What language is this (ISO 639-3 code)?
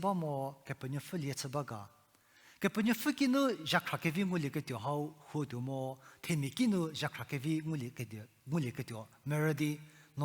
njm